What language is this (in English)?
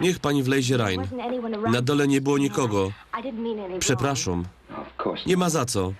Silesian